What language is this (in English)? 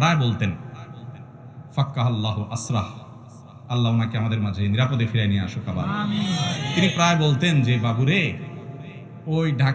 Bangla